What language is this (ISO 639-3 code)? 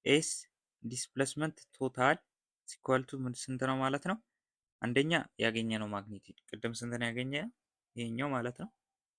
amh